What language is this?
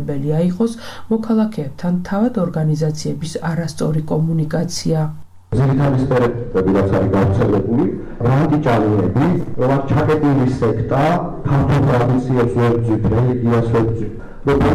Georgian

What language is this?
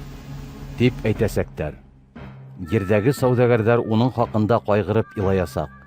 Bashkir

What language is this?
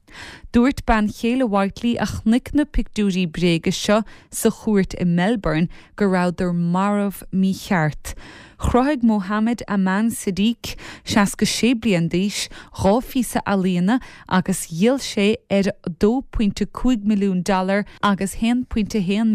Irish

